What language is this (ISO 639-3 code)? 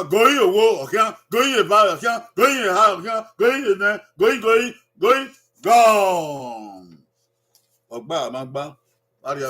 bin